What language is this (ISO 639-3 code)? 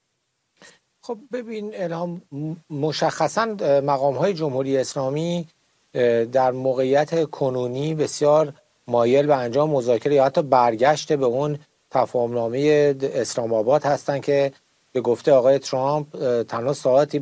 fas